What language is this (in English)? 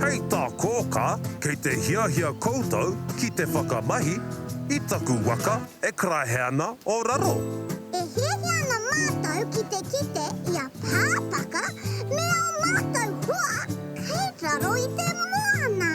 Māori